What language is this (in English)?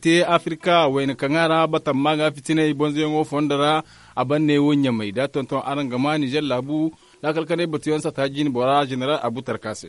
Zarma